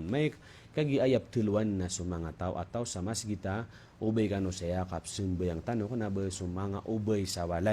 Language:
Maranao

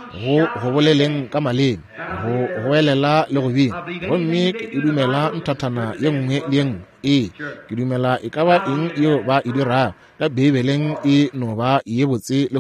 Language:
Northern Sotho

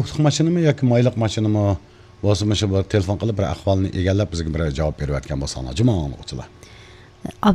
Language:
Uyghur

